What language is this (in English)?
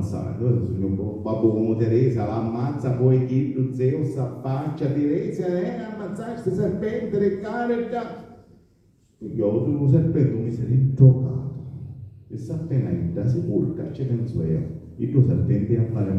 Sicilian